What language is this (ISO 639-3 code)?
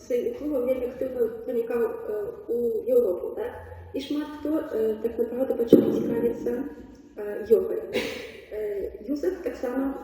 bel